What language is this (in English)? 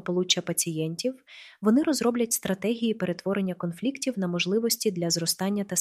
Ukrainian